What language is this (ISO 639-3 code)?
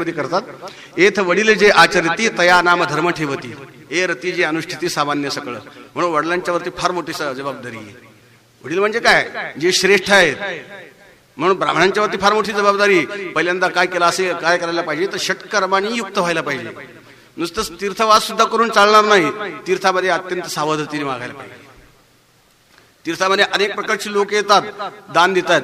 mar